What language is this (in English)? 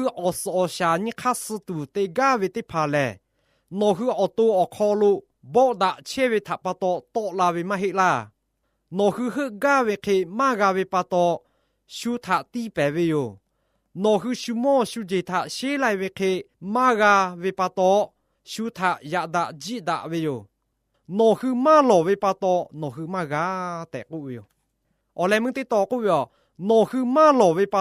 Lahu